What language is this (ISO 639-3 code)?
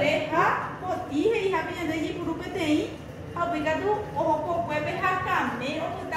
grn